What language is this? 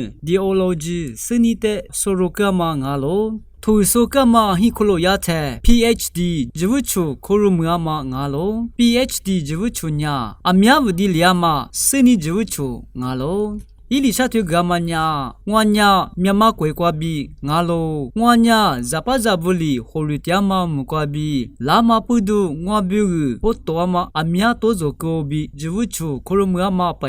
Lisu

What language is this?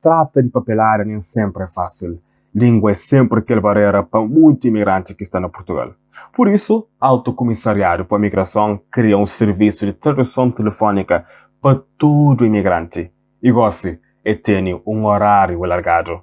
Kabuverdianu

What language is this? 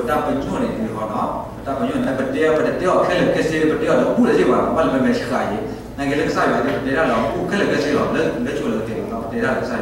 S'gaw Karen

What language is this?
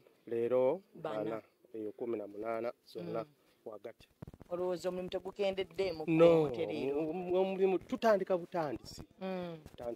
Ganda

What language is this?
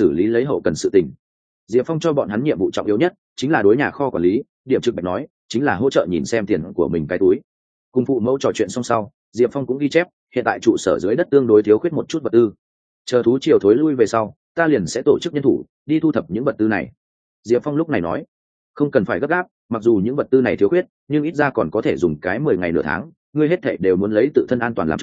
Vietnamese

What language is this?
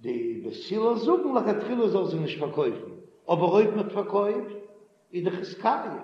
Yiddish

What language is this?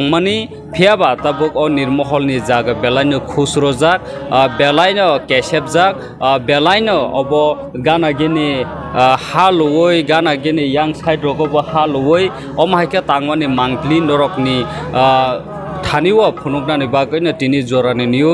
Kok Borok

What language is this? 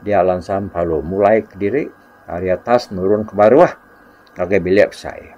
Iban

